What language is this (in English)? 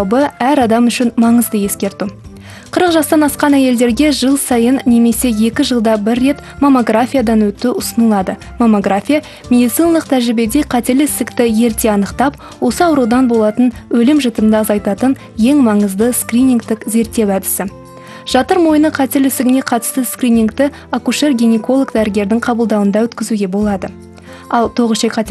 Kazakh